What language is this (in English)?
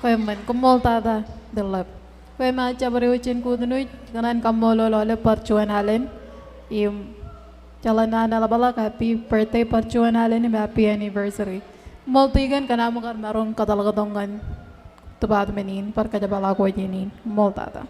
Marshallese